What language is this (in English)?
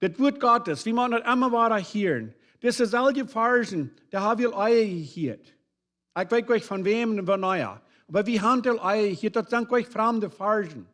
Plautdietsch